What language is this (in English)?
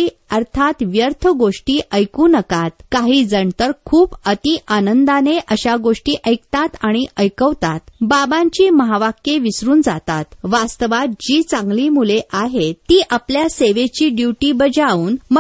Marathi